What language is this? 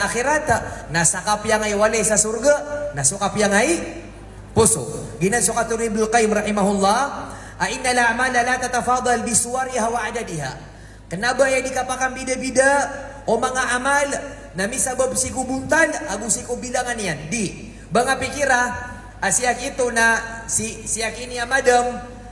Maranao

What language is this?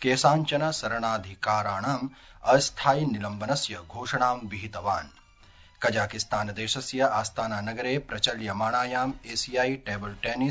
Sanskrit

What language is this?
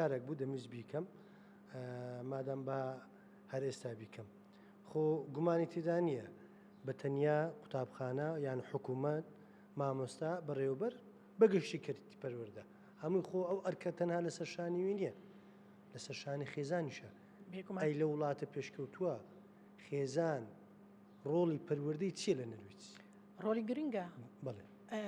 Central Kurdish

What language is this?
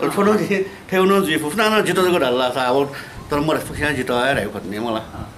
Newari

